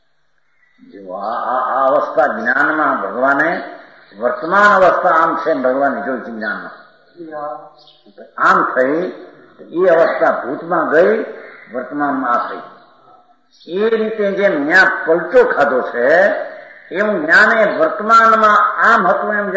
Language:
Gujarati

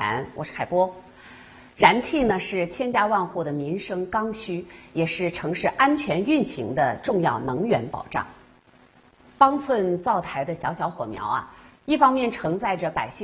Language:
Chinese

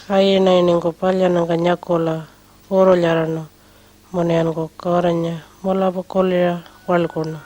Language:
Pitjantjatjara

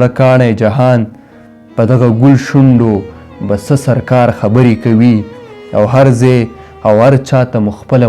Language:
Pashto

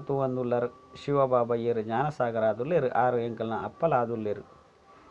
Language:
Tulu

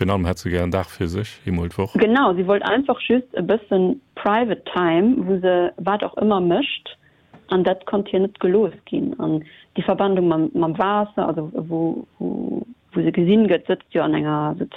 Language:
Luxembourgish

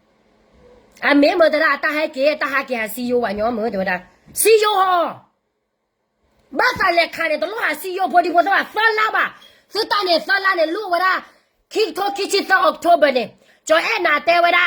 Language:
S'gaw Karen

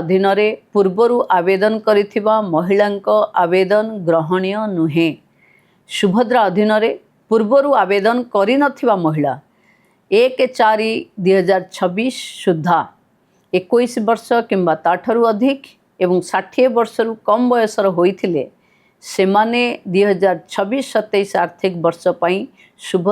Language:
Odia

